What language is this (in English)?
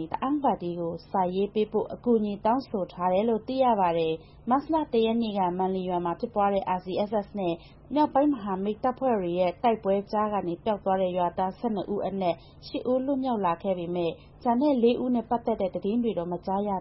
Burmese